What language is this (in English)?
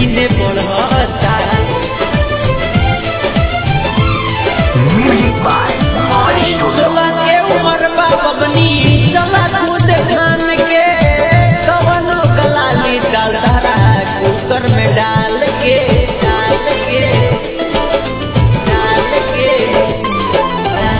Bhojpuri